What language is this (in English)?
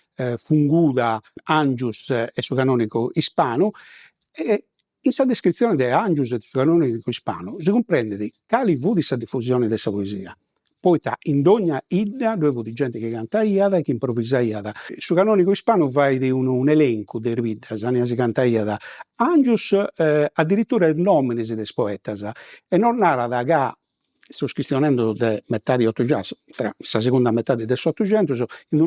Sardinian